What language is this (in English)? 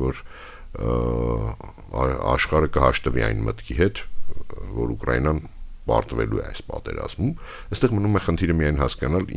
Armenian